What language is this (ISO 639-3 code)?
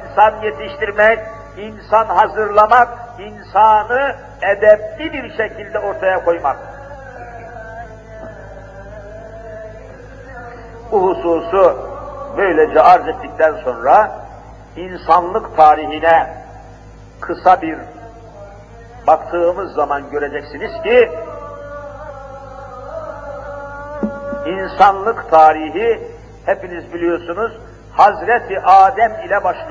tur